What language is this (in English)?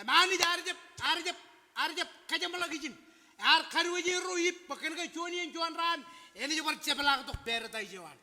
Marshallese